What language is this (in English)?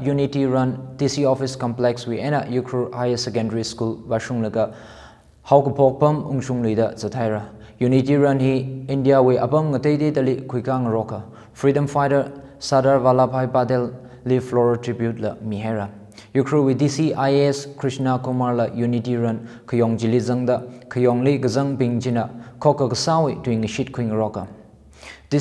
Tangkhul Naga (India)